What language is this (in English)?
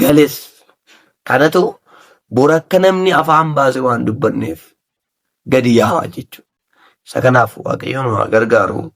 Oromo